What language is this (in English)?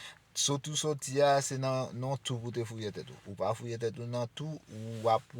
Haitian Creole